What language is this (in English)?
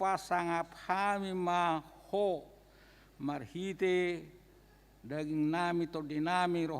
Batak Toba